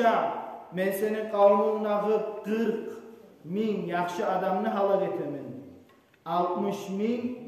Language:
Kumyk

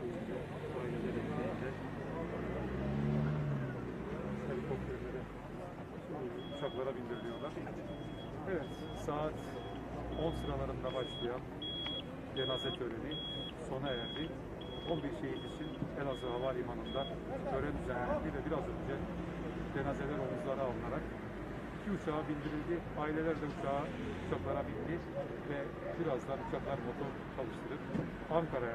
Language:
Turkish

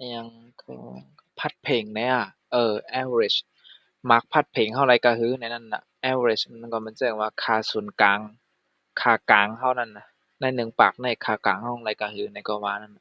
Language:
Shan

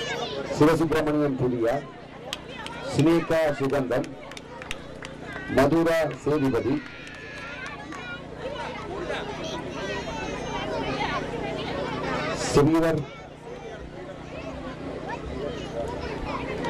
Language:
Tamil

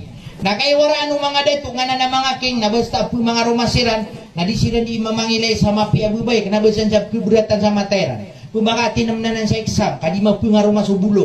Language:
Maranao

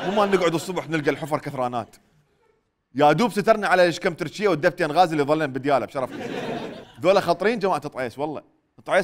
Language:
Mesopotamian Arabic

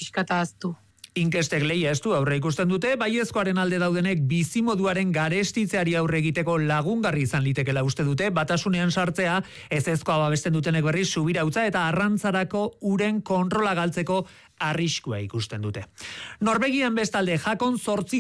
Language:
Basque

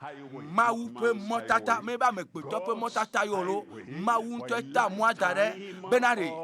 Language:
Ewe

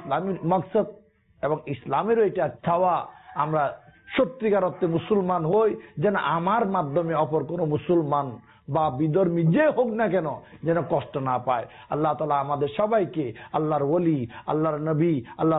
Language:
Bangla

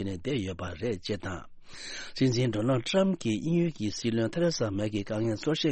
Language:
Tibetan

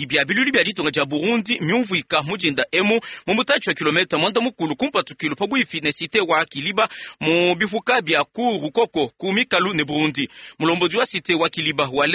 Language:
Luba-Lulua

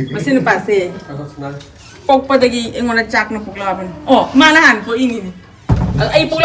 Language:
Manipuri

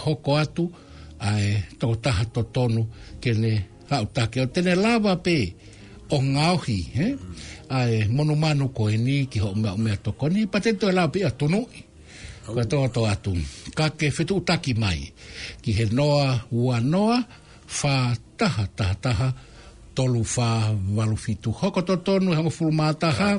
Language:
Tongan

